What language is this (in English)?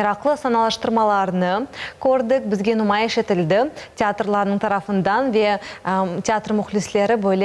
Crimean Tatar